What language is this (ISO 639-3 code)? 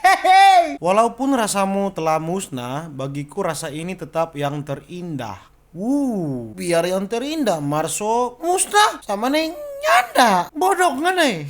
xmm